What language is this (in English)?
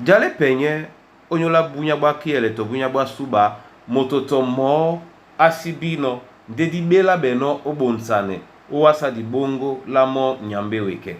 Duala